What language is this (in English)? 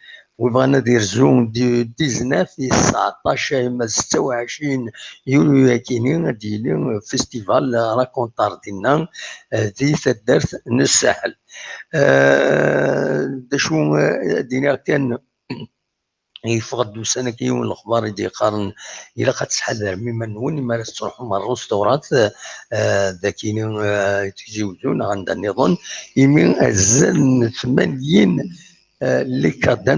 Kabyle